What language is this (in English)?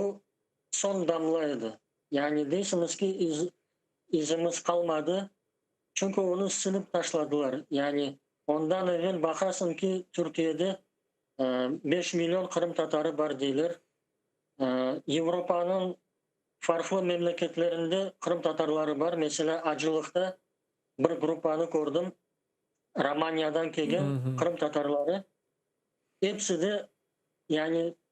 Crimean Tatar